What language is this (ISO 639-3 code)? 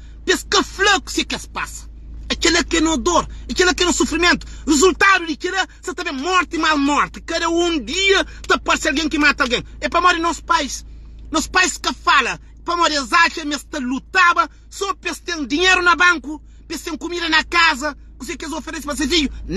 kea